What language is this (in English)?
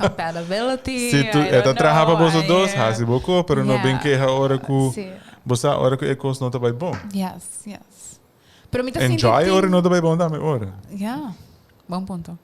Papiamento